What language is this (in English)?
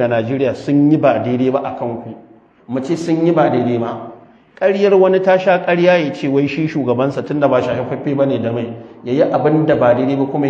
Hausa